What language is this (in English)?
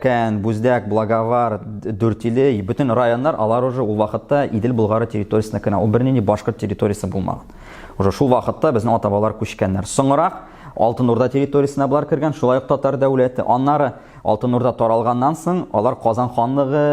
Tatar